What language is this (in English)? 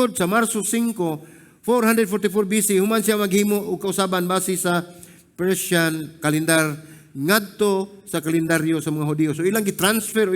Cebuano